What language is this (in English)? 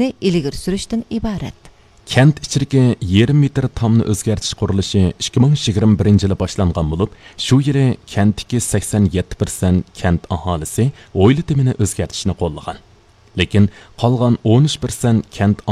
Uyghur